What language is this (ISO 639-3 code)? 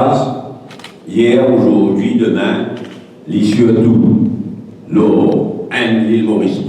mfe